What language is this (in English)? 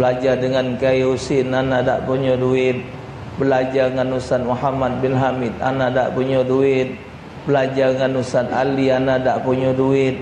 Musi